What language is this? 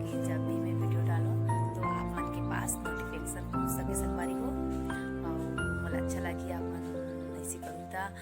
Chhattisgarhi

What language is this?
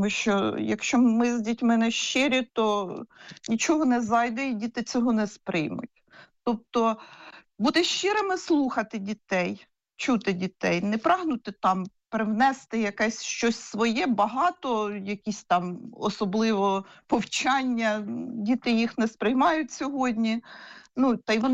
Ukrainian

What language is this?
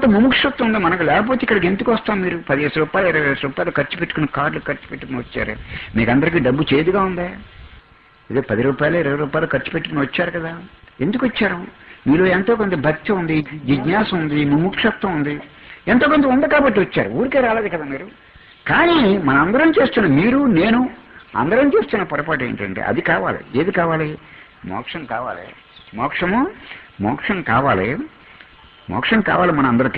Telugu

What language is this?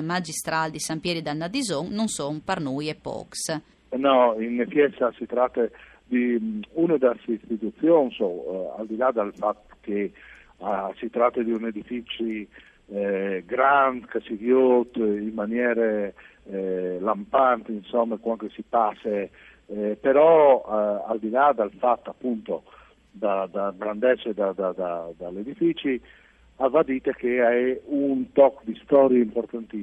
Friulian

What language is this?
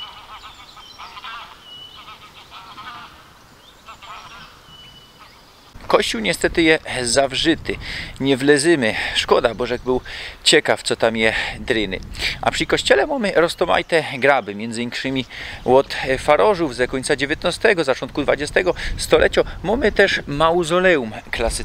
Silesian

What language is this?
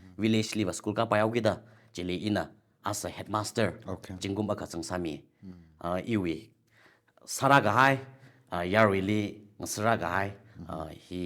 Tangkhul Naga (India)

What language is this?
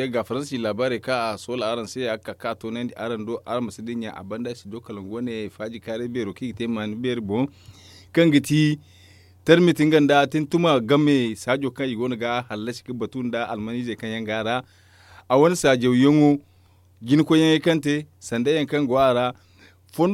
Zarma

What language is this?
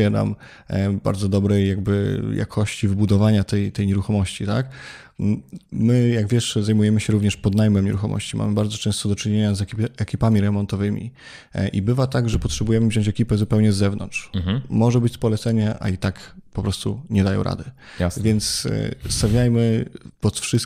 Polish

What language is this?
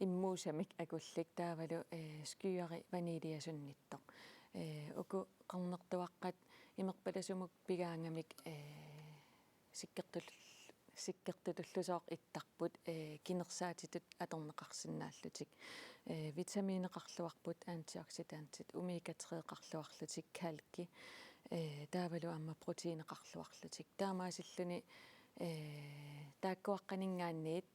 Kalaallisut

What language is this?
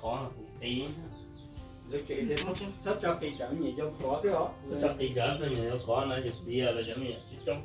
Hmong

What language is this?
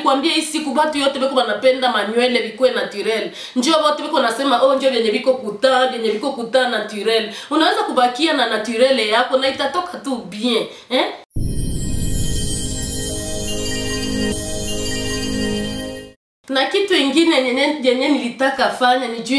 Swahili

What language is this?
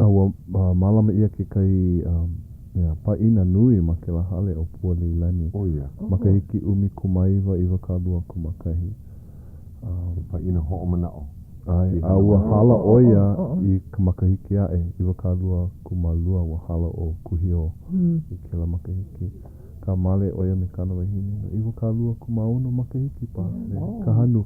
Hawaiian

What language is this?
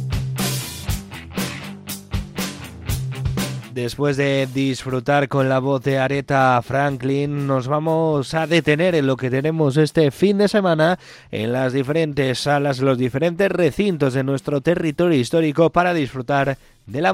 Spanish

